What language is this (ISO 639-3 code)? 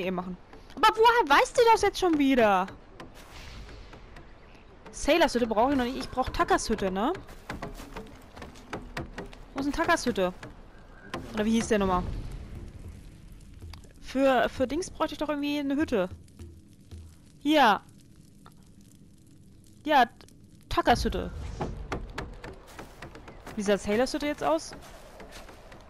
deu